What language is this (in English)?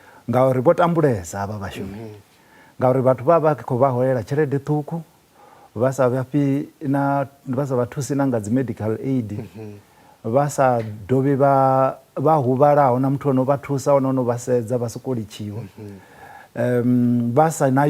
Venda